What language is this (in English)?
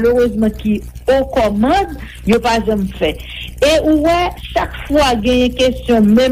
Haitian Creole